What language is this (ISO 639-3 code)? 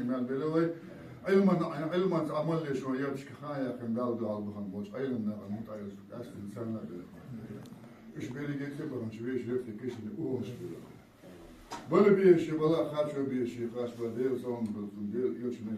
che